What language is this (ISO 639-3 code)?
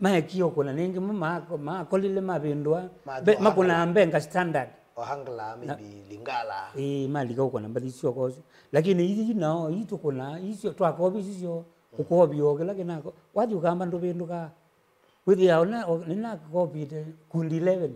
kam